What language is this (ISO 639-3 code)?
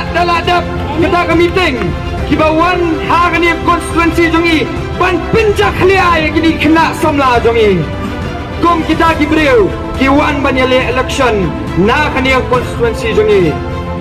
kha